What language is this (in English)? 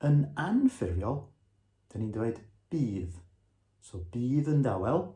Welsh